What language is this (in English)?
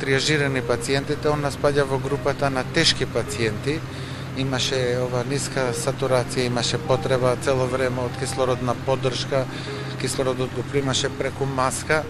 Macedonian